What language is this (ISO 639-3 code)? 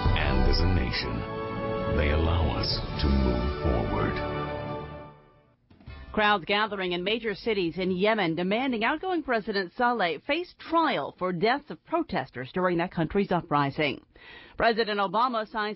eng